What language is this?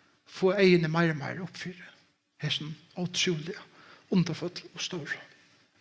Faroese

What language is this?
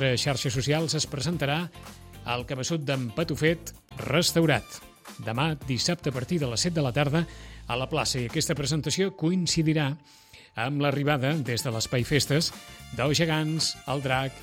Catalan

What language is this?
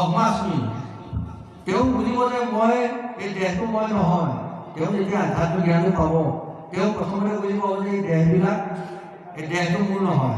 Assamese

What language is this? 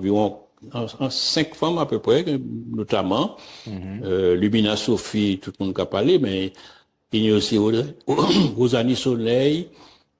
Guadeloupean Creole French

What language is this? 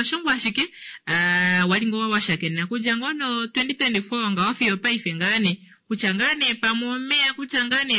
Kuanyama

